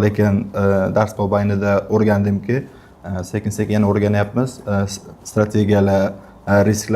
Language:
Uzbek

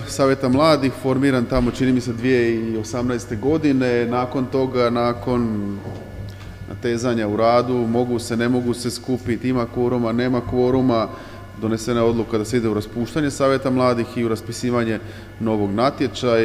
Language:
Croatian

